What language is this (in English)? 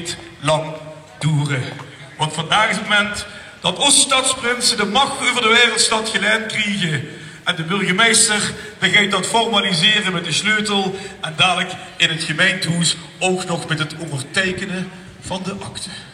Limburgish